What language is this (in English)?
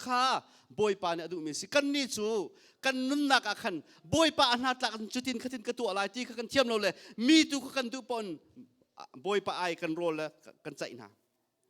Hakha Chin